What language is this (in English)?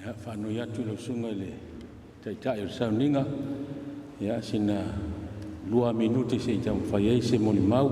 Samoan